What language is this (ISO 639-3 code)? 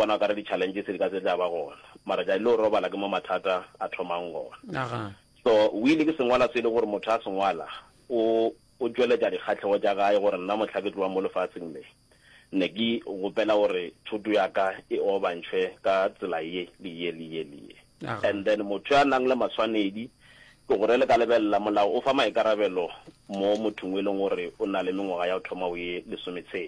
nso